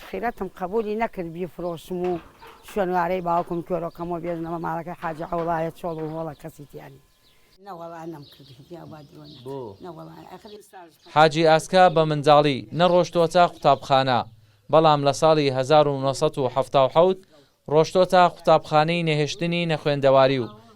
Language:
Central Kurdish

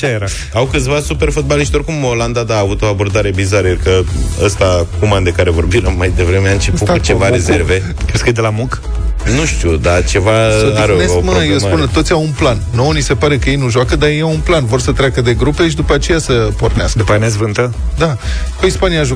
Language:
Romanian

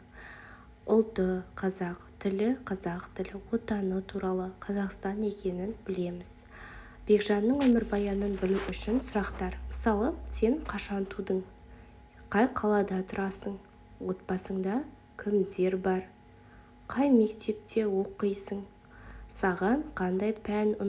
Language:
Kazakh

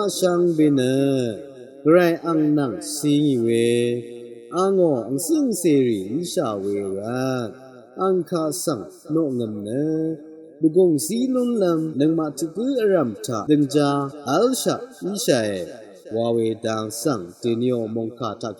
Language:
Rawang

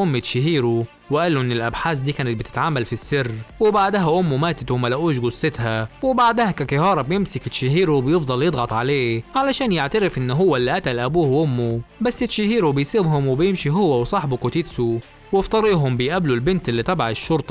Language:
Egyptian Arabic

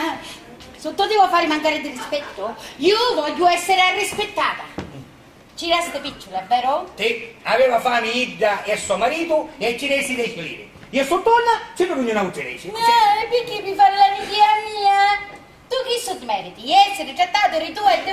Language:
Sicilian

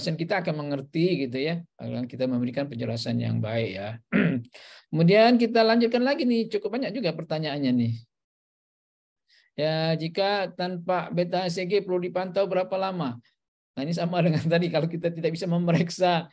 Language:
Indonesian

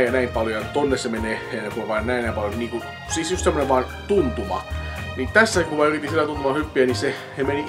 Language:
Finnish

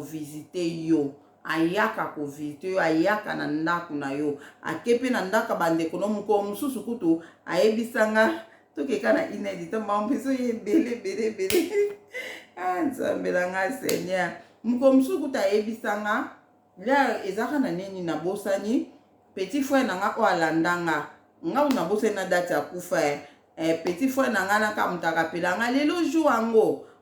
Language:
Lingala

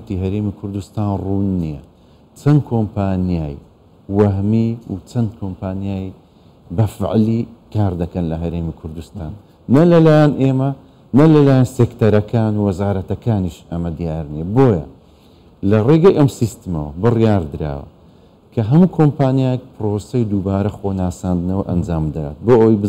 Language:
Central Kurdish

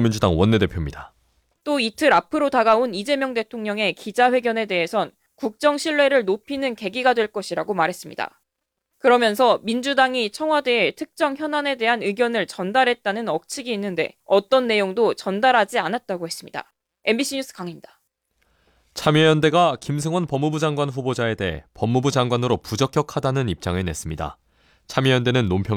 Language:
Korean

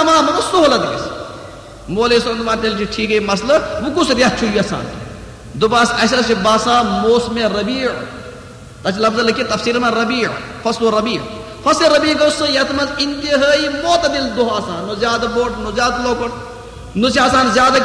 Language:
Kashmiri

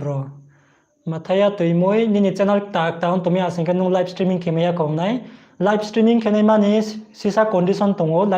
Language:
Riang (India)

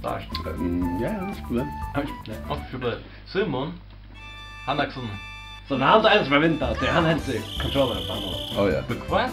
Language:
Faroese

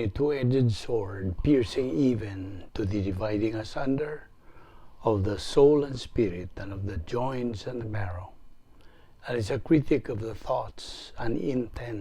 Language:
Cebuano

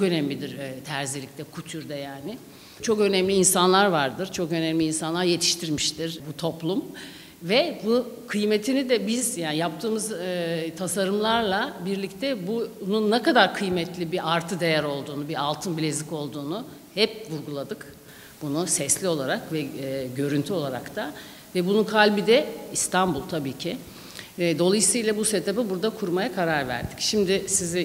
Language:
Turkish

